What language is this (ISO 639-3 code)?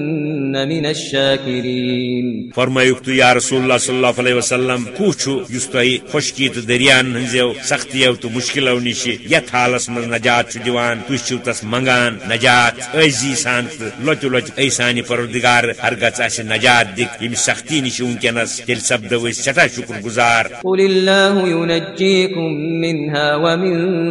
kas